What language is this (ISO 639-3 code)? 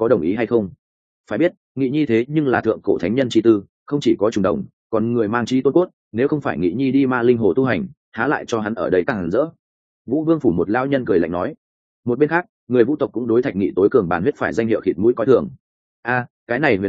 vie